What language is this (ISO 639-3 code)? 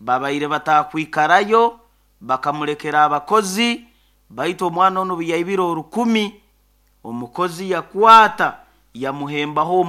nyo